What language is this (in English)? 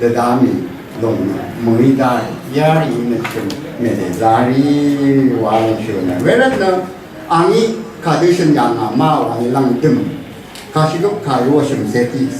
Rawang